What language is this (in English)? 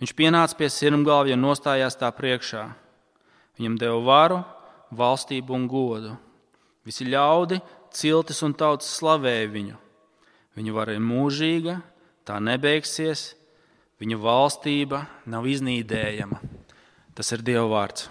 Latvian